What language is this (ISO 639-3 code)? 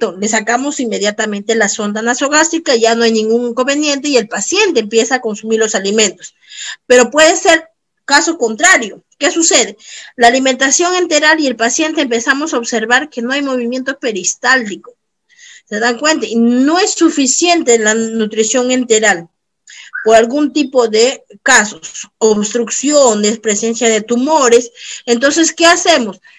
spa